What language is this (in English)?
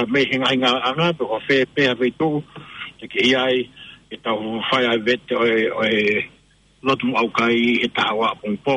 Tongan